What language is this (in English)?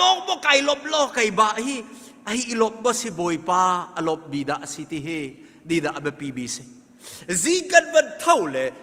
Hakha Chin